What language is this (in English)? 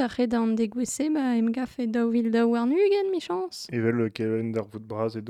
Breton